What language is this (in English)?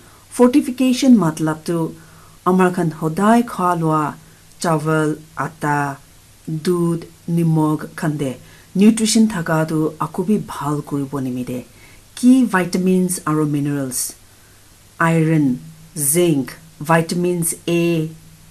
Naga Pidgin